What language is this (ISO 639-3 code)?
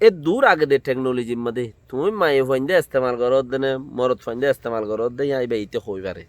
rhg